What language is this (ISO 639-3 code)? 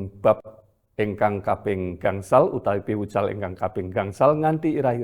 jav